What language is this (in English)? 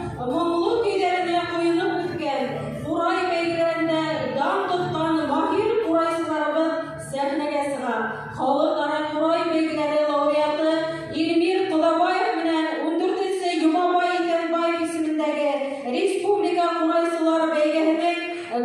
Bashkir